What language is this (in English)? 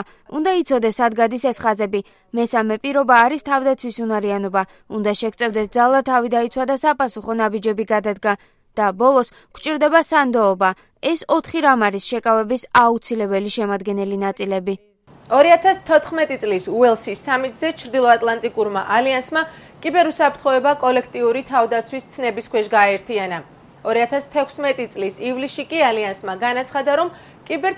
Georgian